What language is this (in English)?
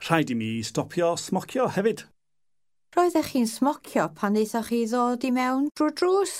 Welsh